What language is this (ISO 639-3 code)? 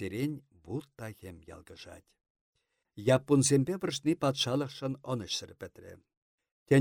chv